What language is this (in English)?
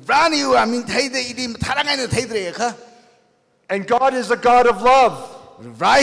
Tangkhul Naga (India)